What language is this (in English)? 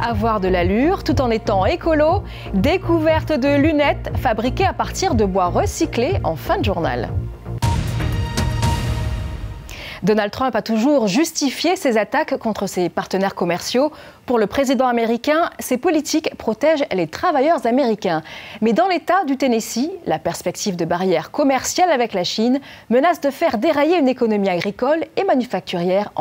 French